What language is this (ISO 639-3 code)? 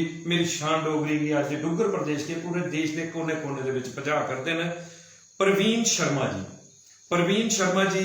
doi